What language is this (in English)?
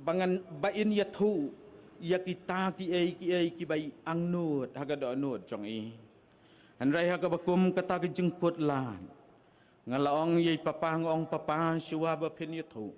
Khasi